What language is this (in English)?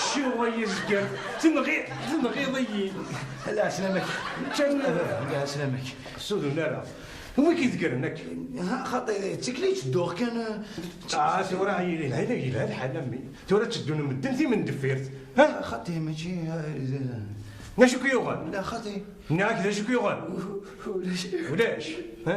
Kabyle